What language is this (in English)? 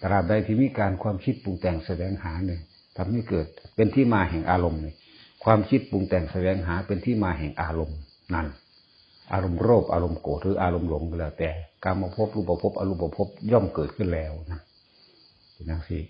Northeastern Thai